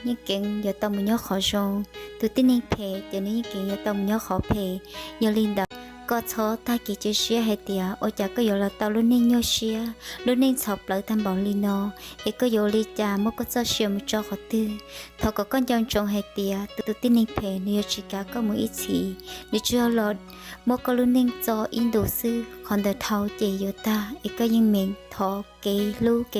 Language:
Hmong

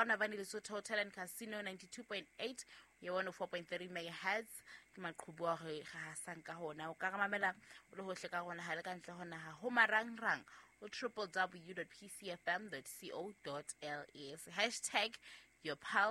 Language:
Southern Sotho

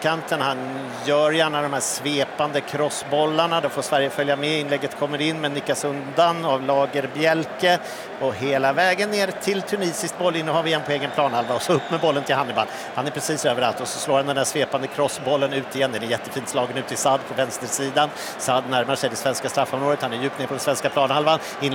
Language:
Swedish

